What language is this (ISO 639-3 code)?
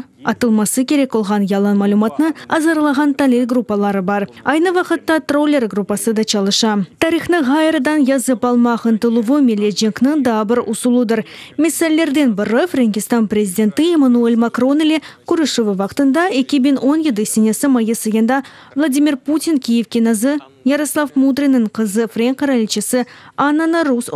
crh